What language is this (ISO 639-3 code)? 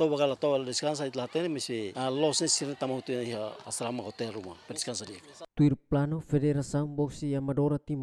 tet